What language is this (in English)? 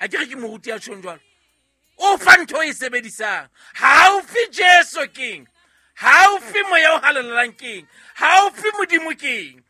Southern Sotho